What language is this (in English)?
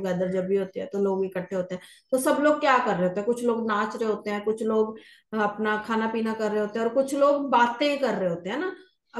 Hindi